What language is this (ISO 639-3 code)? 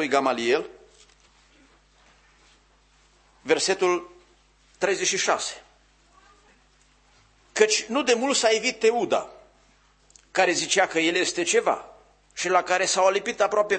ron